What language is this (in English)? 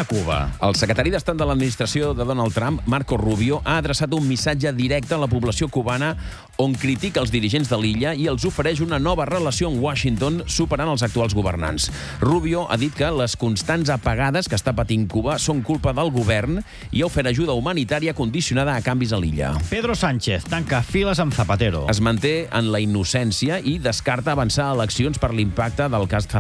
Catalan